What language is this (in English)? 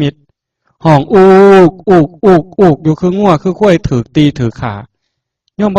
Northeastern Thai